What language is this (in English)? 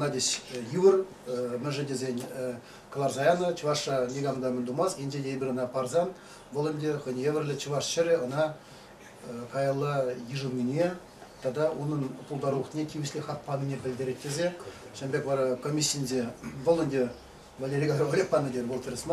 Chuvash